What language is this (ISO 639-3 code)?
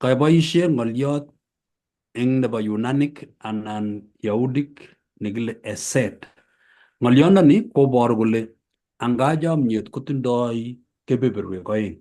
kln